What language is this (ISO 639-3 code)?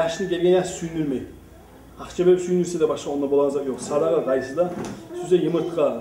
kum